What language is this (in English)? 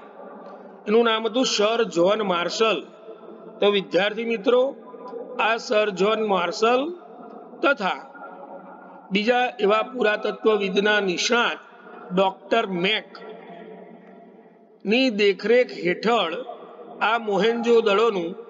Gujarati